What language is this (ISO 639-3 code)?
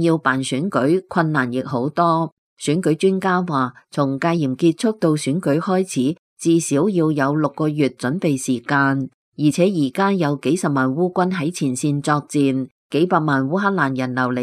yue